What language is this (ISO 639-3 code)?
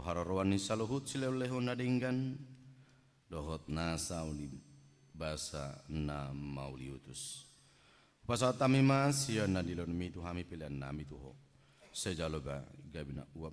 bbc